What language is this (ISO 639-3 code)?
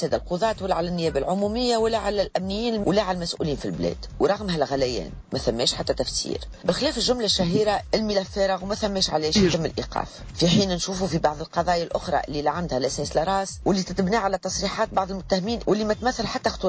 aeb